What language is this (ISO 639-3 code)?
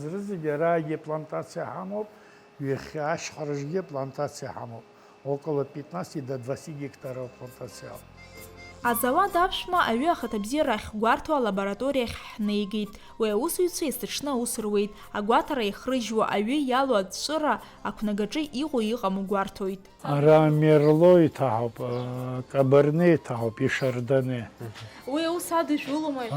abk